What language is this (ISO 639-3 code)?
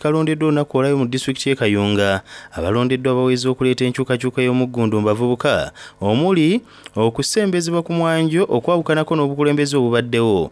xog